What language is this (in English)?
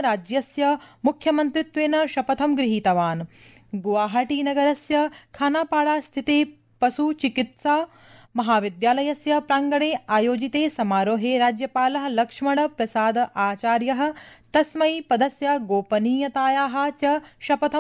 Sanskrit